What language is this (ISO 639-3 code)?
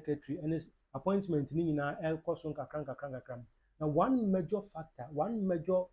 aka